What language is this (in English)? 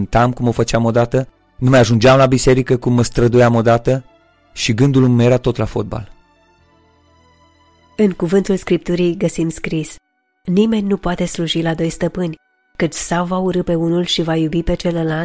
Romanian